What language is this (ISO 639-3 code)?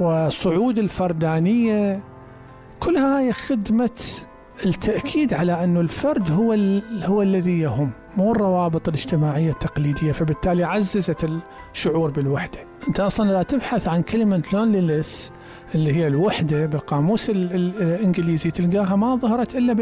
acm